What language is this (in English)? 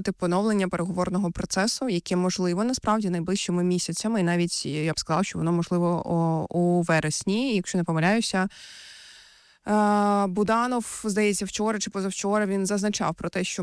Ukrainian